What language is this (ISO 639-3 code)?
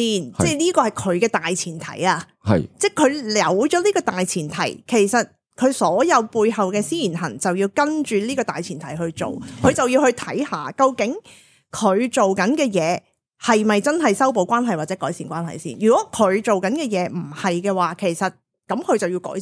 yue